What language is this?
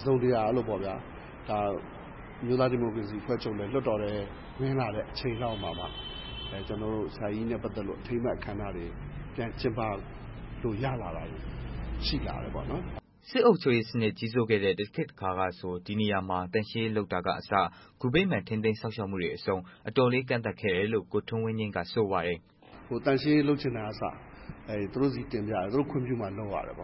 Burmese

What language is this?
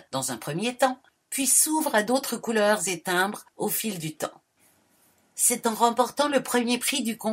French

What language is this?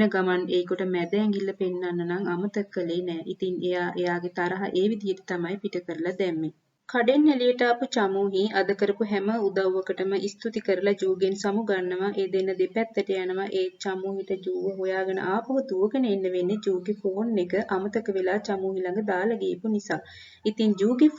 Sinhala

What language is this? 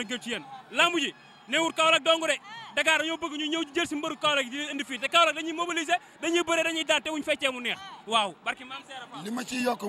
Wolof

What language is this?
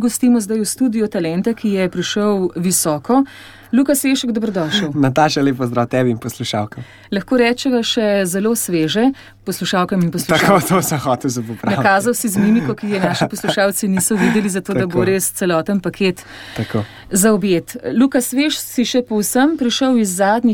Slovenian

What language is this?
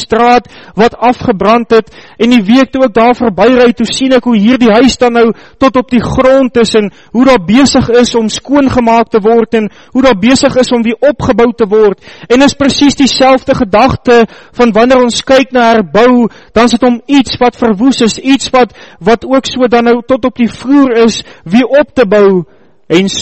Afrikaans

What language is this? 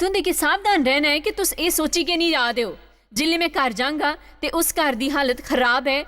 Dogri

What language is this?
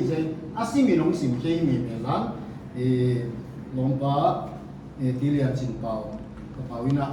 Paite Chin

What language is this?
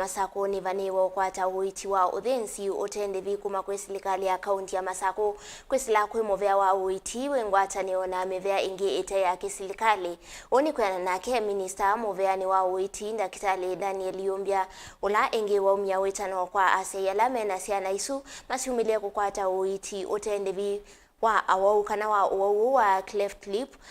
Kamba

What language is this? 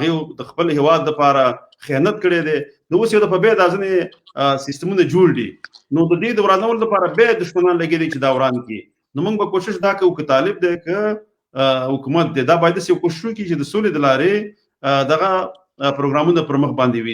Pashto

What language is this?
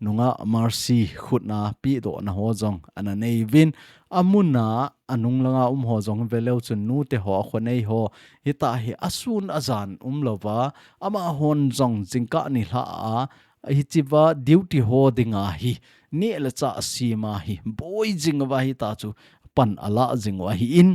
Thado Chin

